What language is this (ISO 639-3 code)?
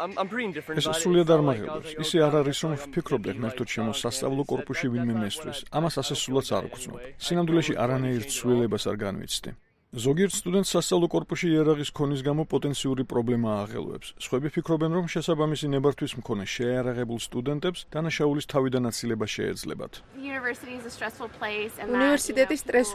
kat